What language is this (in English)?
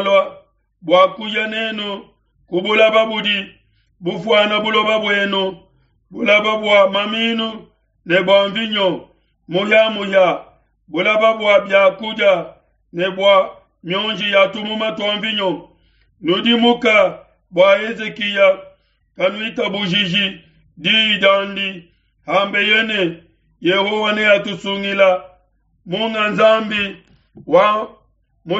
Luba-Lulua